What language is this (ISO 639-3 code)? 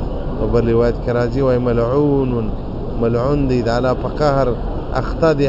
pus